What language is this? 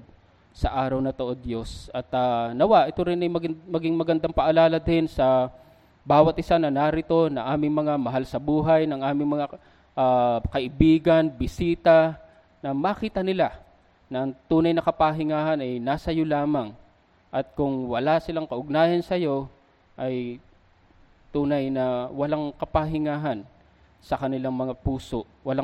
Filipino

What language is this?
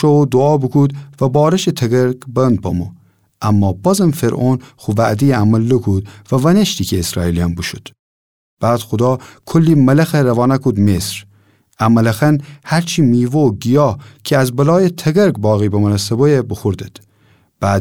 Gilaki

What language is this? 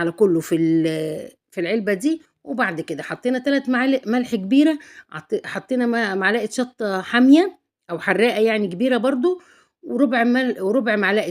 Egyptian Arabic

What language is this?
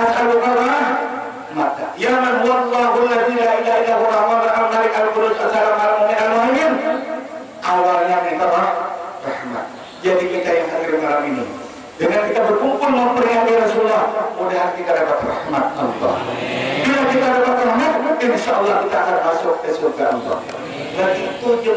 Banjar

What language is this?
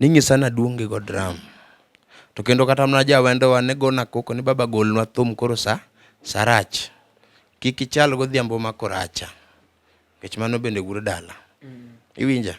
Luo (Kenya and Tanzania)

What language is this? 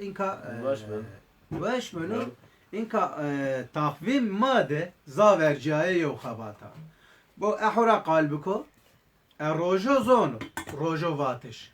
Zaza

